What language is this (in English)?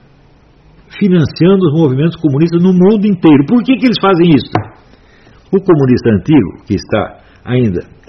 Portuguese